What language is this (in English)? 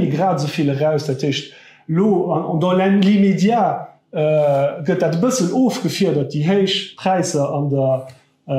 Luxembourgish